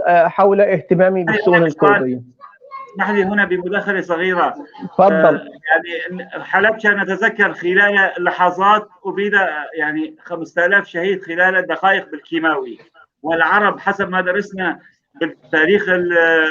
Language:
North Levantine Arabic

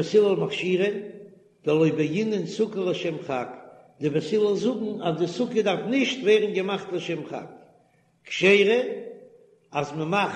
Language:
Yiddish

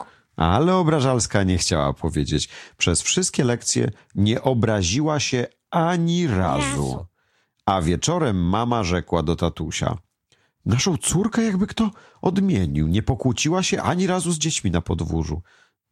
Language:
Polish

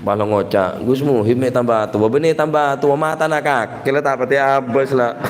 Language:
Madurese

